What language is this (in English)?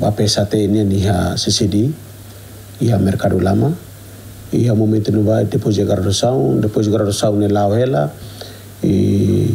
Tetum